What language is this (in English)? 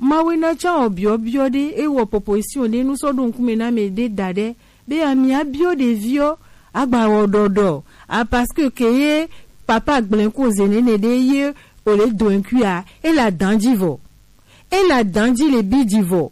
Gen